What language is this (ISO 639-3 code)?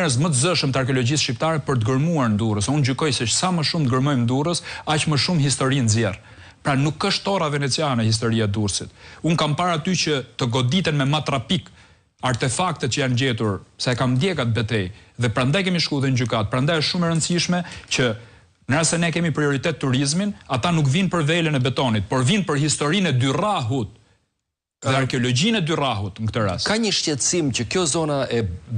sqi